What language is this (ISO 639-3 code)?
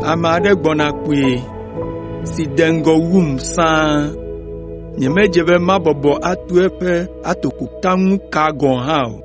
ewe